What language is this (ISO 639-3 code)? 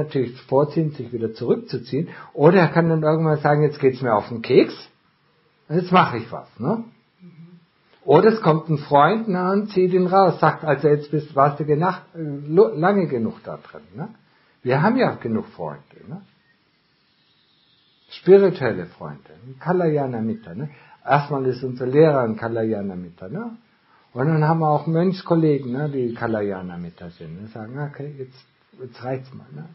deu